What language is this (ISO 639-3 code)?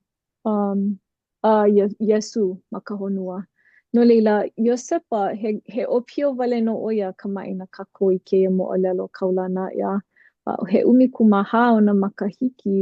haw